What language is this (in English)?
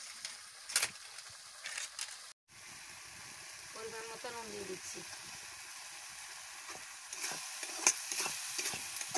Bangla